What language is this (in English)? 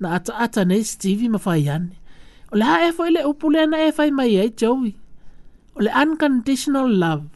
Samoan